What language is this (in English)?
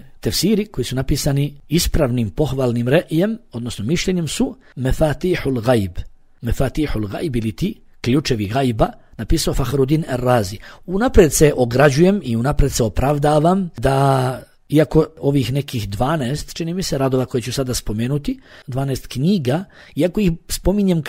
Bosnian